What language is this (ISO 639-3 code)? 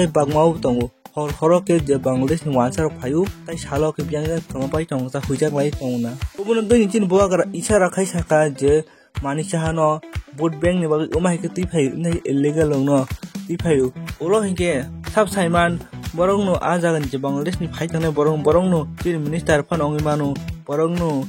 trp